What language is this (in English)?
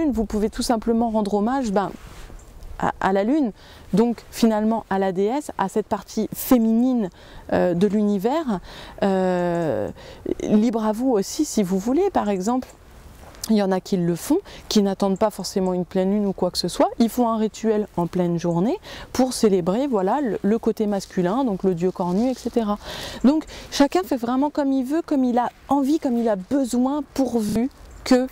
French